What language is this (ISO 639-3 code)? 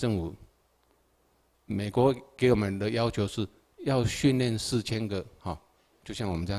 zho